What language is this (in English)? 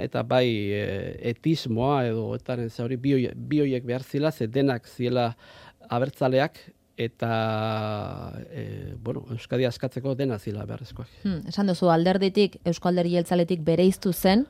Basque